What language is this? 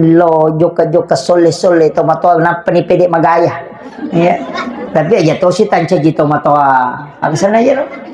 Buginese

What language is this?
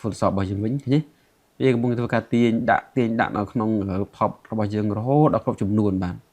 Khmer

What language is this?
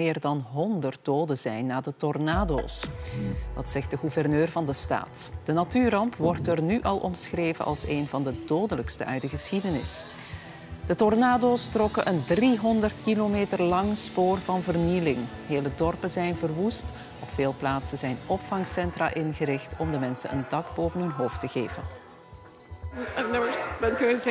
Dutch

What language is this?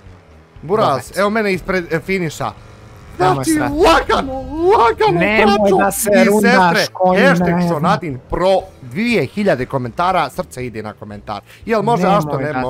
Bosnian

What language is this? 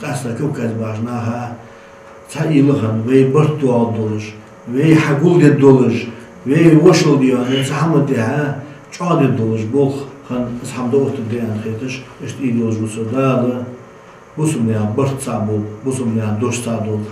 Ingush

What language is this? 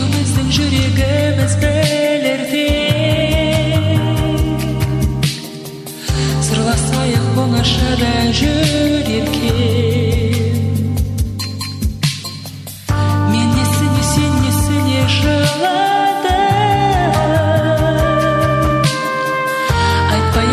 Kazakh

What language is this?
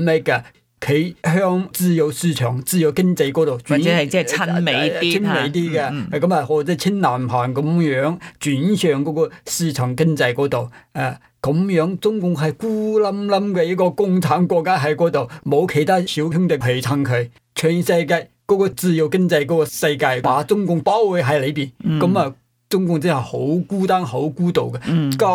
Cantonese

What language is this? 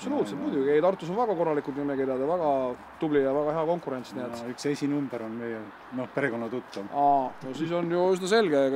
Estonian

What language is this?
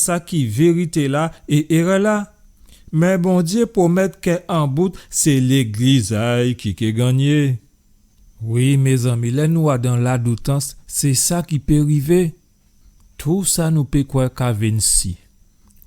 Guadeloupean Creole French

